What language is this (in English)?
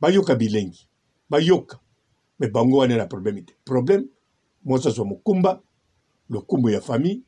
Lingala